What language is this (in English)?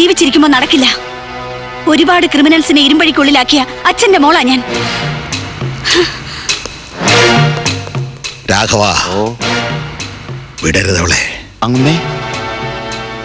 Malayalam